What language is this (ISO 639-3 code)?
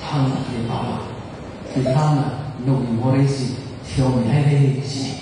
nmf